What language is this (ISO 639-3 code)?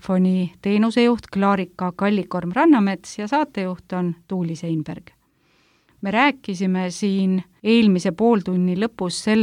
est